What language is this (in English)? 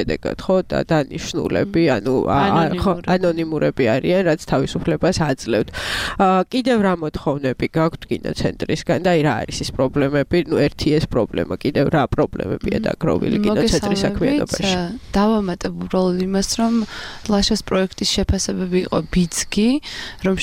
Georgian